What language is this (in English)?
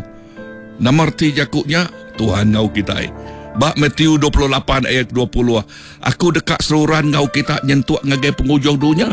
Iban